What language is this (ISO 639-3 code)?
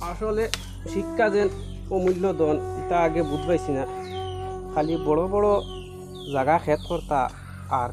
syl